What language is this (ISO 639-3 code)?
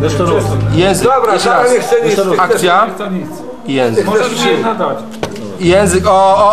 szl